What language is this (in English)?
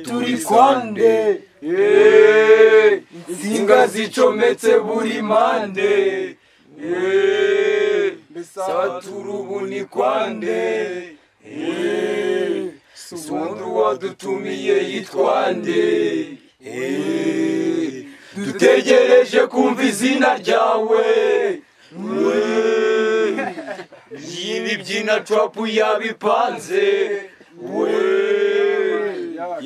Kinyarwanda